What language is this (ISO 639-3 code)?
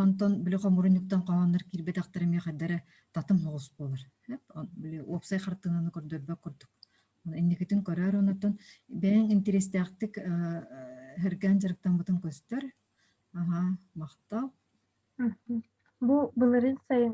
sah